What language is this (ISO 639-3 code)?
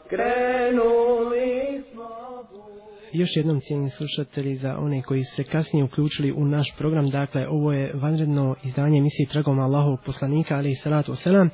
bos